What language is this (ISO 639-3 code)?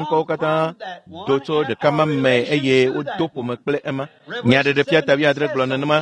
ewe